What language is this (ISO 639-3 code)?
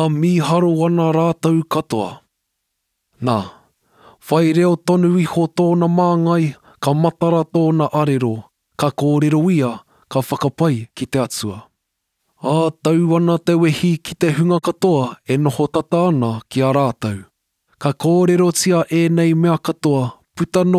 mri